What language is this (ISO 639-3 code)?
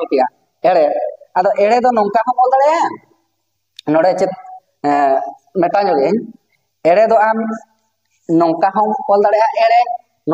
sat